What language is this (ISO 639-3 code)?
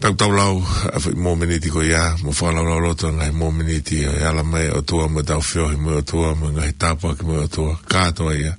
ton